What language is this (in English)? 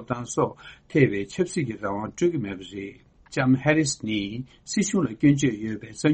Tibetan